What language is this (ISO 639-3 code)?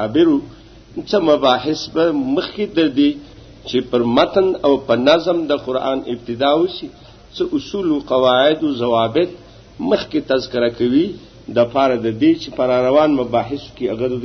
pus